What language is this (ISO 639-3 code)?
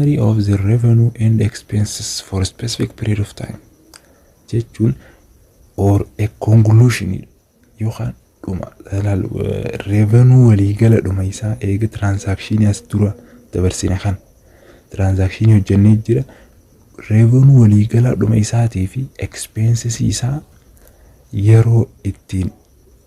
orm